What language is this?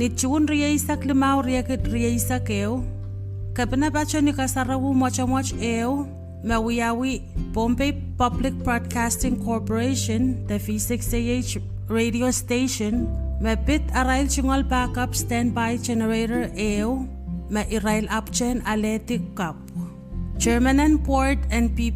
Pohnpeian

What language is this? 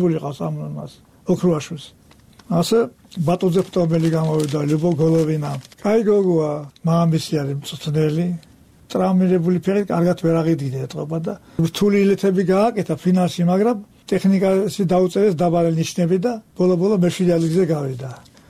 Georgian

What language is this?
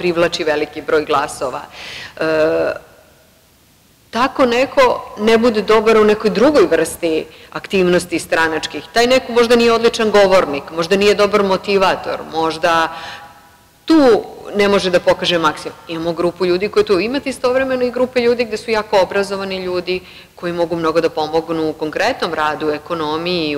Serbian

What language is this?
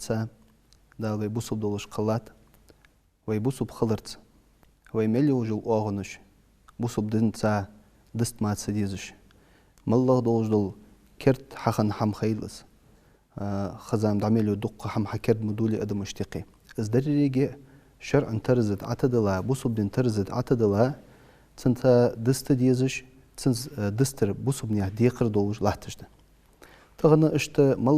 Ingush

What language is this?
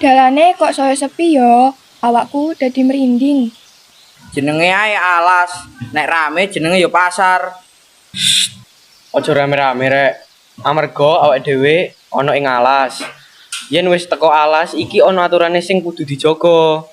Javanese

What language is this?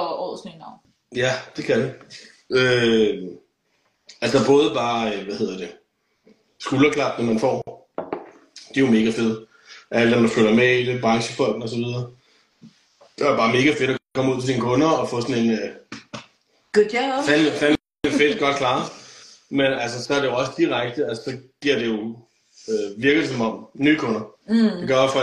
Danish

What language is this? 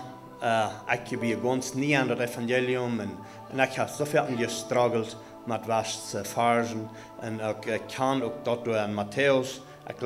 Plautdietsch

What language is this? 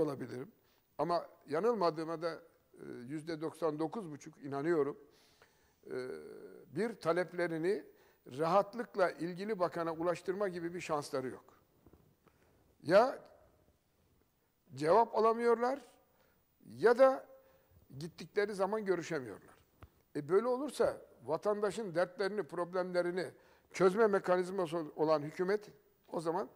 Turkish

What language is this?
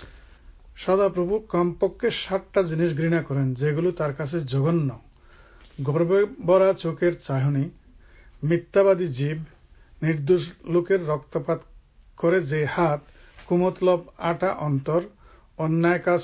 Bangla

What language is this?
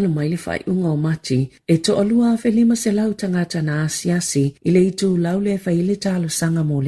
Samoan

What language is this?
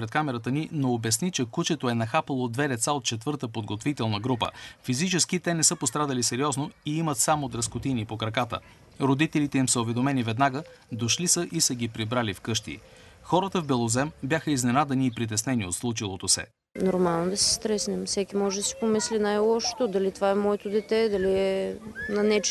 Bulgarian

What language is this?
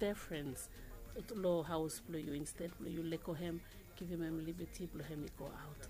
Bislama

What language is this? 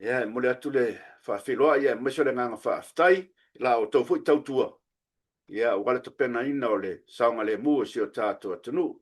Samoan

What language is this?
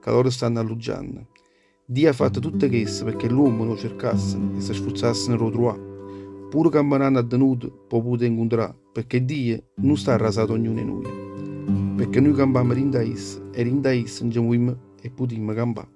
Neapolitan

